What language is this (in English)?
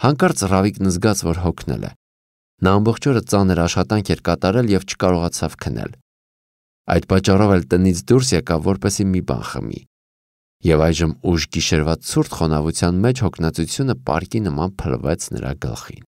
Armenian